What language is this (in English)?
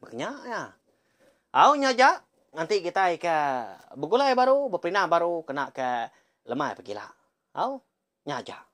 Iban